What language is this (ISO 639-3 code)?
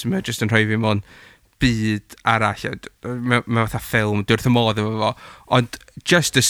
cym